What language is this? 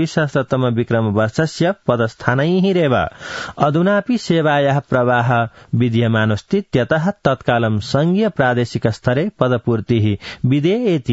Sanskrit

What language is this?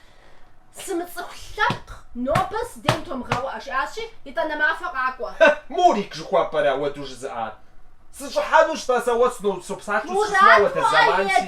Kabardian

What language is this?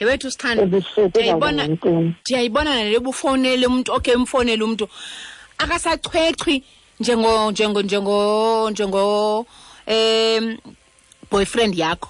Xhosa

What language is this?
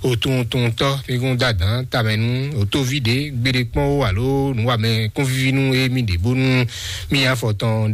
Fon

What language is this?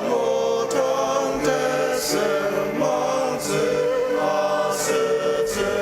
Ao Naga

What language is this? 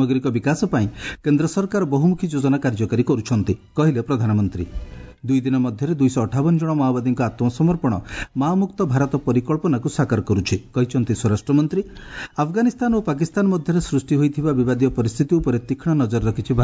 Odia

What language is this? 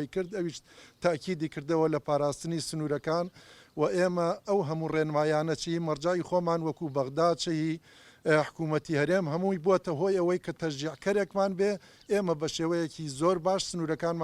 Central Kurdish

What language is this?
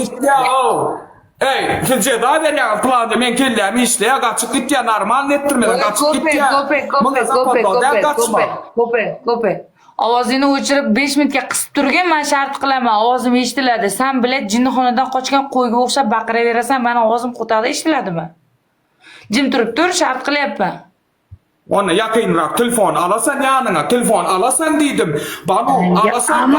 Turkmen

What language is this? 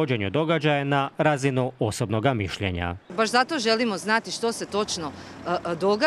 Croatian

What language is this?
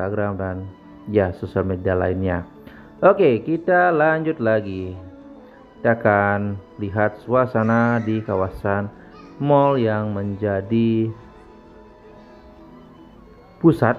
Indonesian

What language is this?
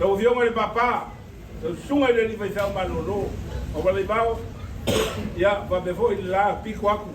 Samoan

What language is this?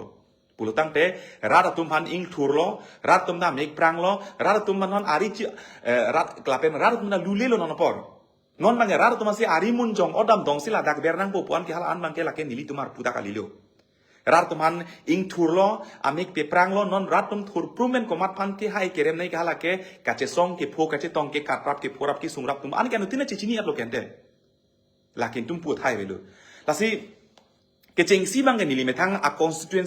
Karbi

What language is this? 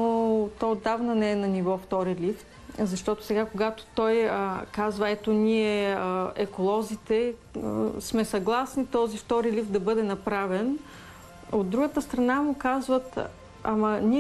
Bulgarian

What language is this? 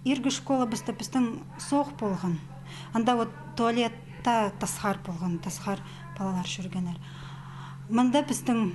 Khakas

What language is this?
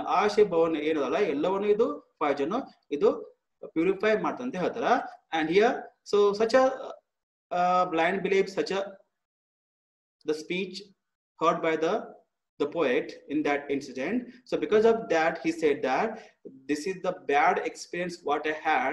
Kannada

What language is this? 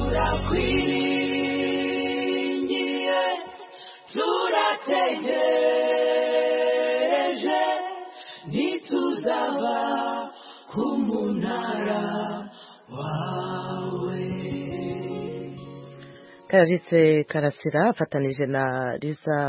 Kinyarwanda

